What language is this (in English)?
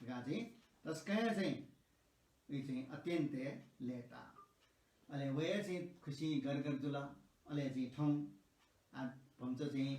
Newari